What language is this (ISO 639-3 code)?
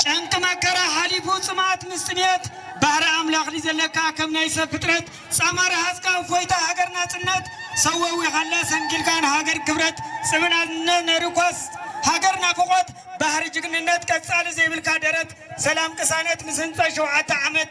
tir